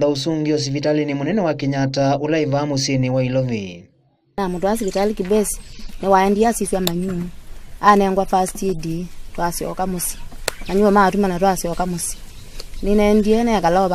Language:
Kamba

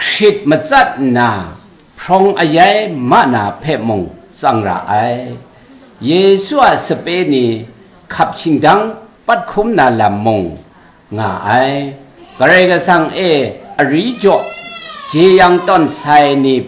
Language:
Kachin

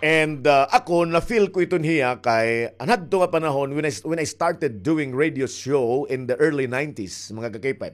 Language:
Waray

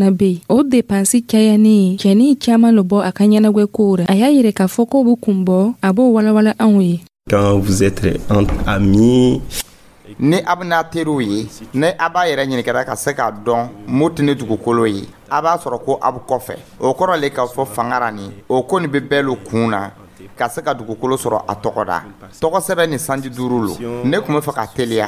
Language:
Dyula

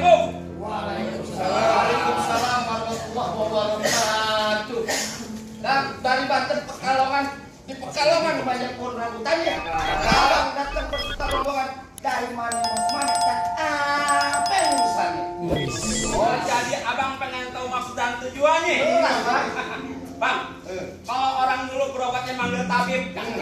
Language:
Betawi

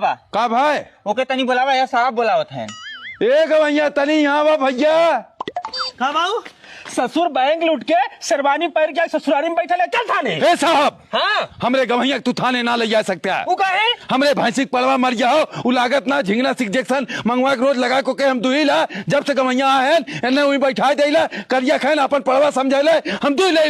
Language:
Awadhi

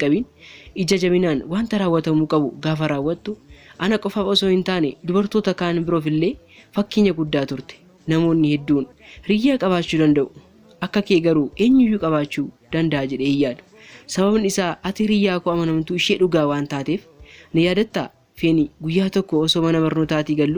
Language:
Oromo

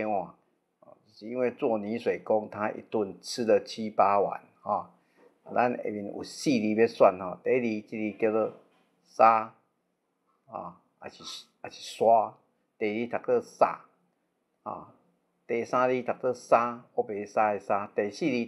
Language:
Min Nan Chinese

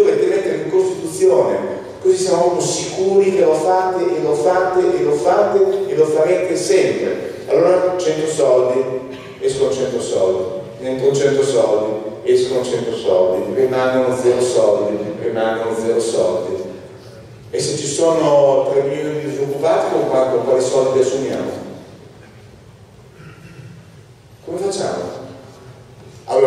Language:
Italian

